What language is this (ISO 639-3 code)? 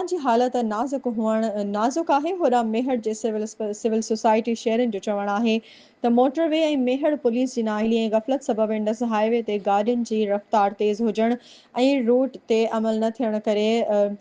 snd